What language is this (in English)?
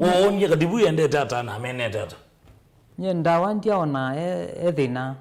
Kamba